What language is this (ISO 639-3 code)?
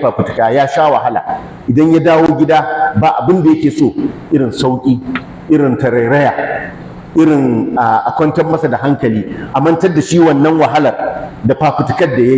hau